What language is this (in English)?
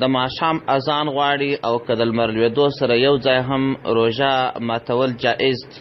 Pashto